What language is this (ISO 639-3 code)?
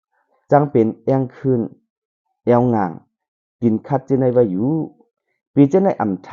shn